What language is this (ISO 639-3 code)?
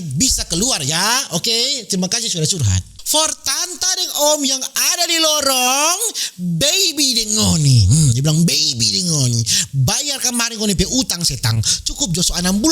xmm